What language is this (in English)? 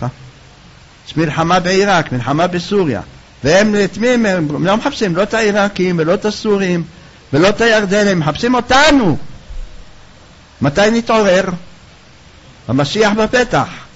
Hebrew